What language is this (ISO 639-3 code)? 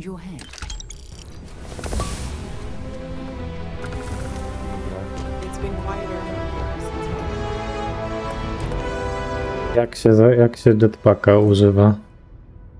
pol